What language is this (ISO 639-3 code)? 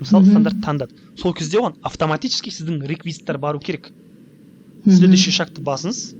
kaz